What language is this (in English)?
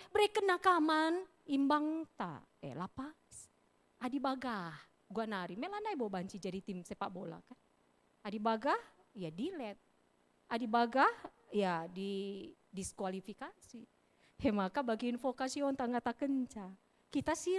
Batak Karo